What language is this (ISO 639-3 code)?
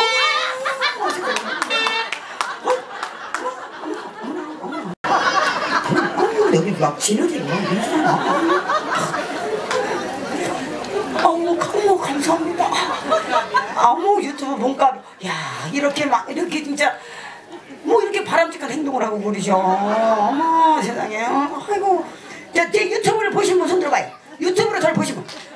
kor